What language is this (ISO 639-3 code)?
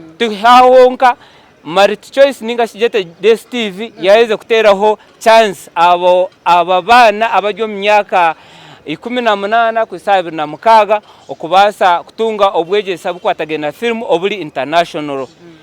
nyn